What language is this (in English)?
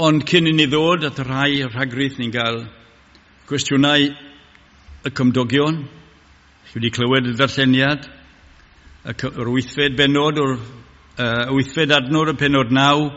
Welsh